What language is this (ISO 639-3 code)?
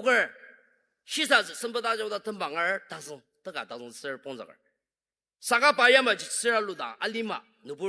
njo